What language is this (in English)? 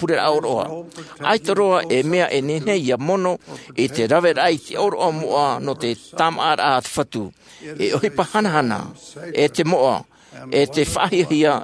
Tahitian